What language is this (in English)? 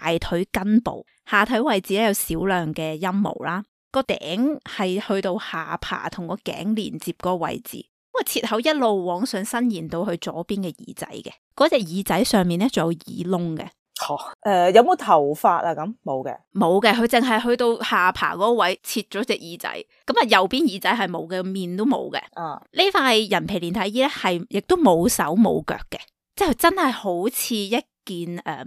Cantonese